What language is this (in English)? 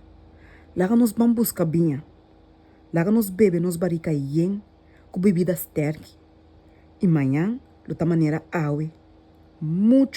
Papiamento